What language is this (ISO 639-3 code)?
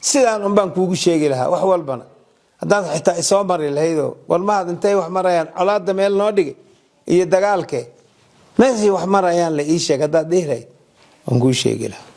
som